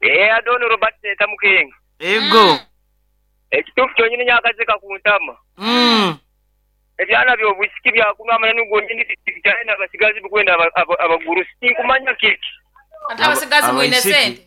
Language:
Nyoro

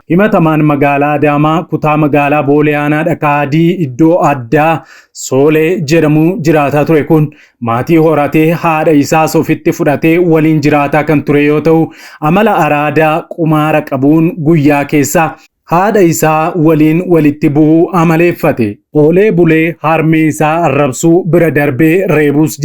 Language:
Oromo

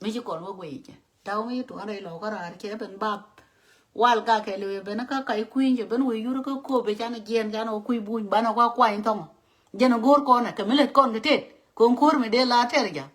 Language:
Nuer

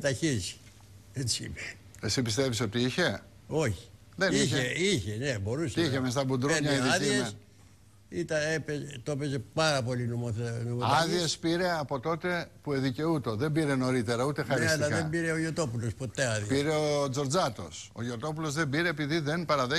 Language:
Greek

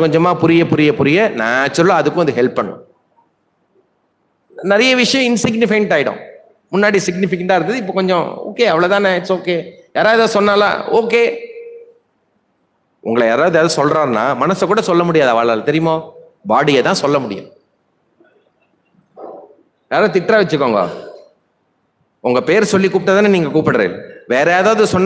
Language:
Tamil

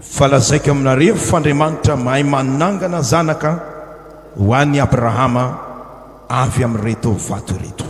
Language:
Malagasy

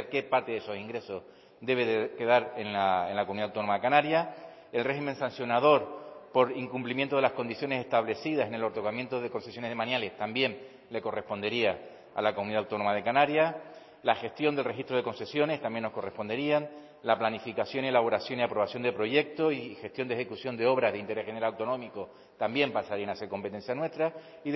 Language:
Spanish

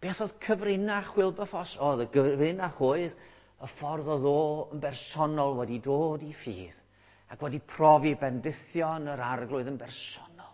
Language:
Welsh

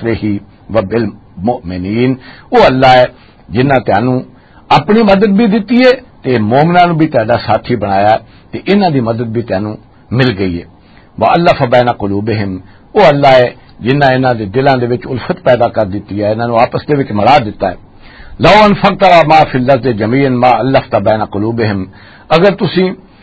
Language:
Western Panjabi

